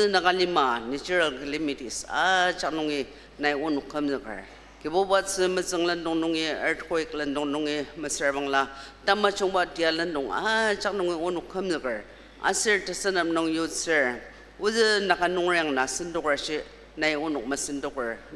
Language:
Ao Naga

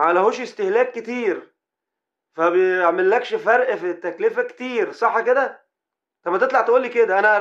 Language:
Egyptian Arabic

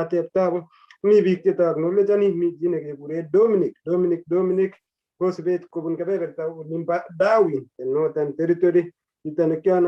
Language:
Kalenjin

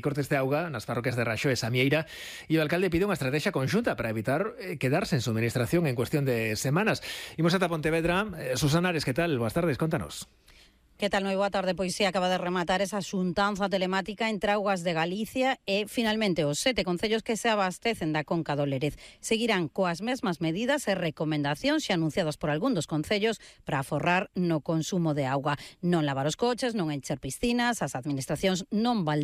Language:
Galician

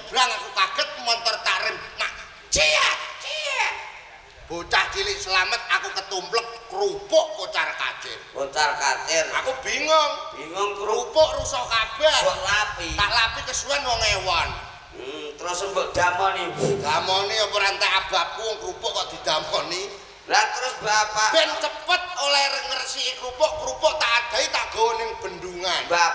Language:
Javanese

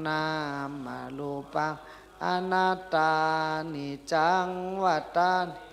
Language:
Shan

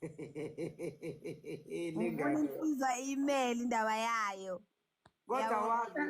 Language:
Zulu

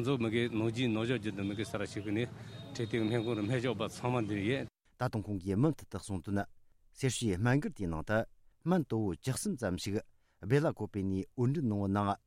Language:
Tibetan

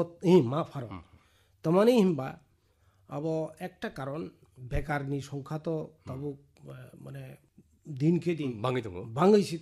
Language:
Bangla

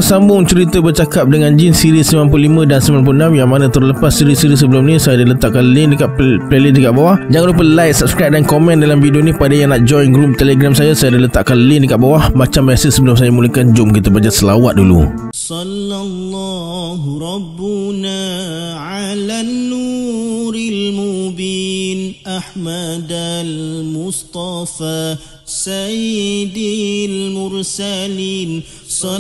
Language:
Malay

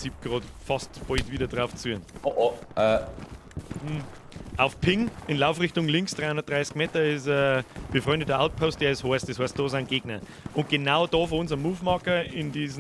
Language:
Bavarian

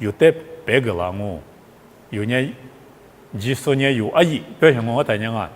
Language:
Lisu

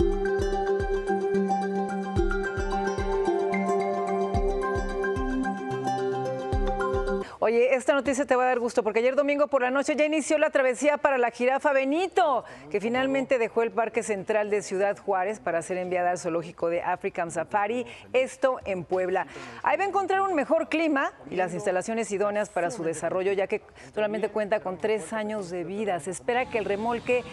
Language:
Spanish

